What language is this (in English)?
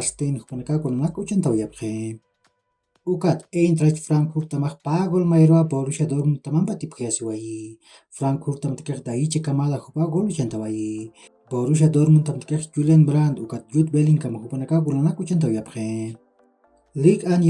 Aymara